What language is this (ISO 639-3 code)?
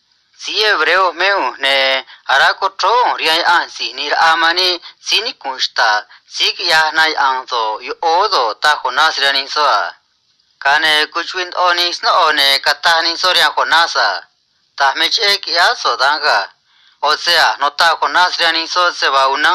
trc